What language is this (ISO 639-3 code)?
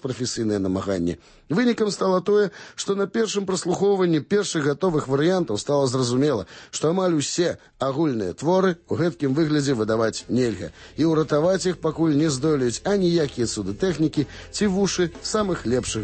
bel